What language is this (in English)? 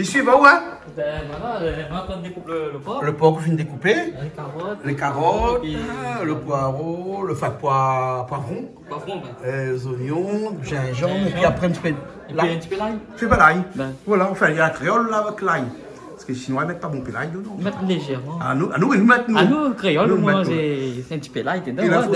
Réunion Creole French